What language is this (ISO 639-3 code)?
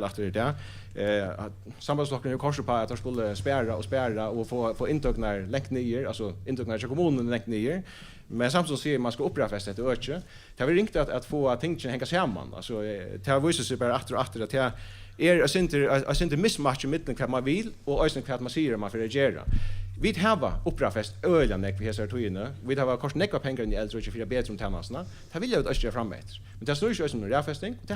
fao